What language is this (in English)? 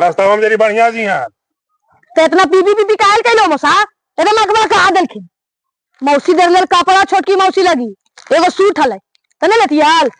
Magahi